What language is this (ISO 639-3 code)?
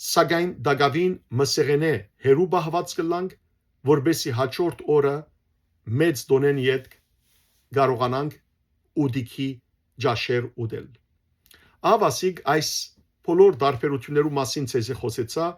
hyw